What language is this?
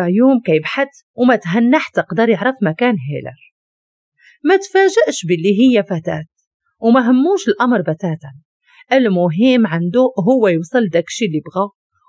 Moroccan Arabic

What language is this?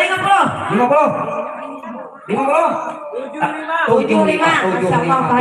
Banjar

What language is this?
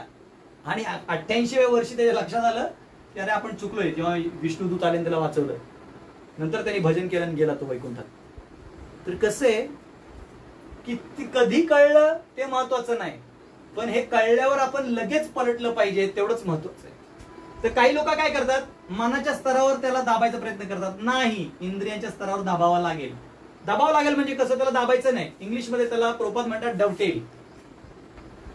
Marathi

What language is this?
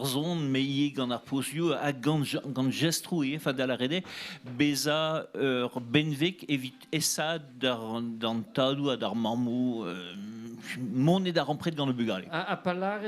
Breton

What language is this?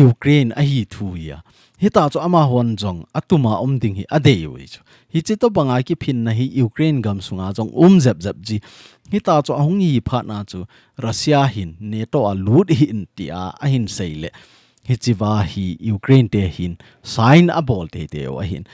Thado Chin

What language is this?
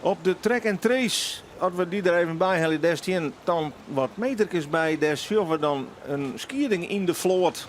Western Frisian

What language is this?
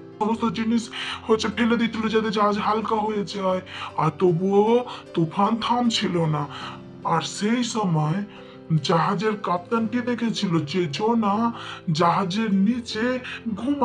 Bangla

